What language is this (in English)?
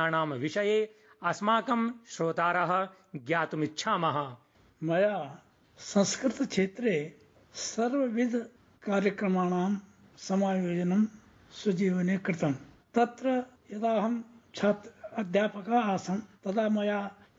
Sanskrit